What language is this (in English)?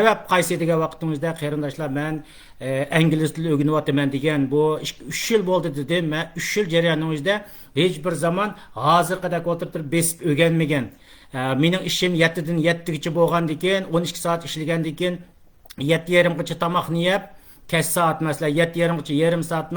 Uyghur